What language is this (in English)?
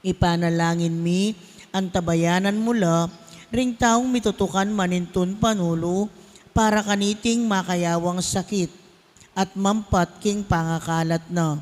Pampanga